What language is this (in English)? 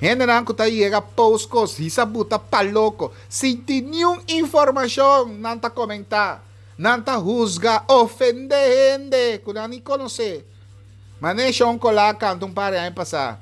Papiamento